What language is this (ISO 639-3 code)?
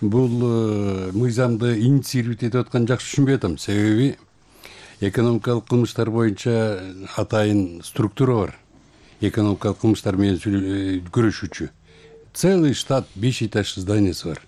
kir